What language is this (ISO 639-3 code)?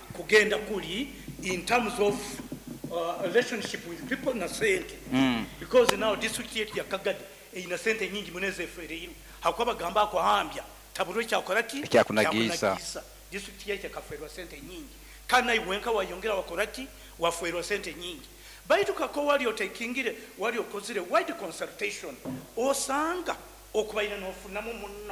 nyo